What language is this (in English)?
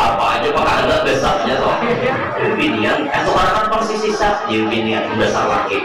Banjar